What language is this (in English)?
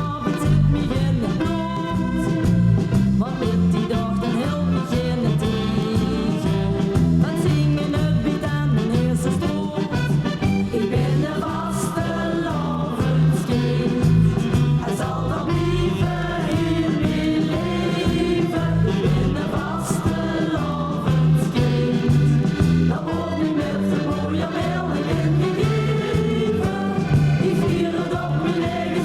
Limburgish